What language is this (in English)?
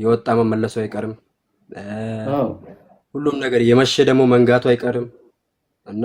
Amharic